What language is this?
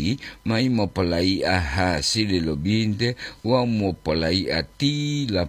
Gorontalo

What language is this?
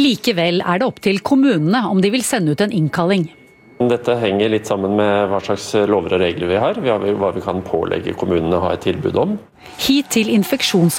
Norwegian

